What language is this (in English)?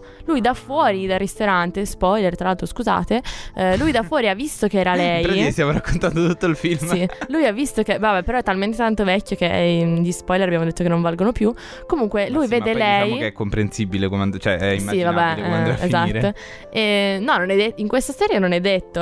Italian